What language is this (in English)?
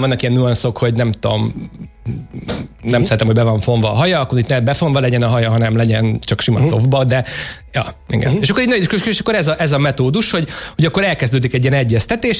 Hungarian